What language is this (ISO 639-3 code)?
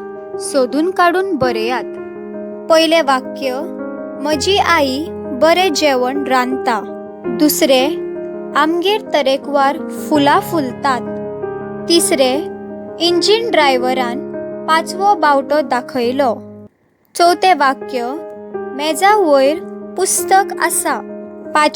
kok